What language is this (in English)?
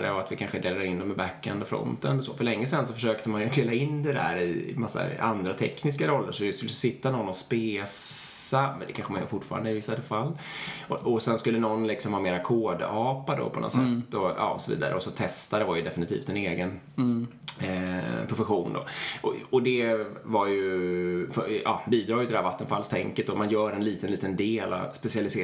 Swedish